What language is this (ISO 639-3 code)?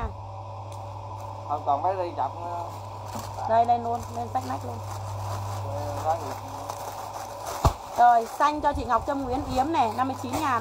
vie